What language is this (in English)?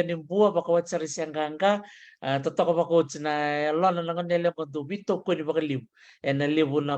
Fijian